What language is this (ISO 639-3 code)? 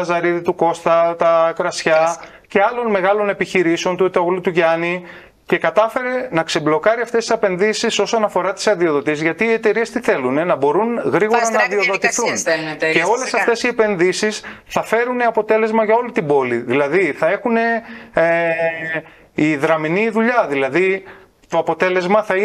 ell